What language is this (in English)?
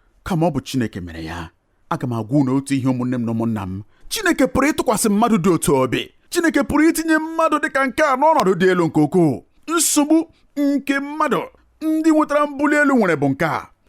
Igbo